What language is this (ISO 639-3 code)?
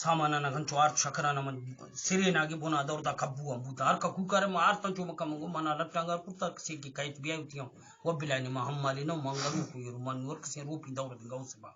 bgp